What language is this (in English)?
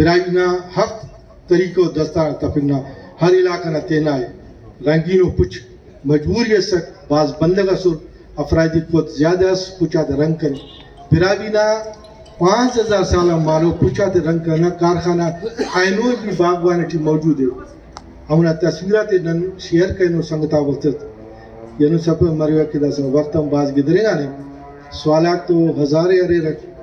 Brahui